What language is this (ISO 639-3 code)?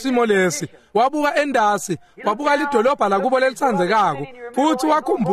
ssw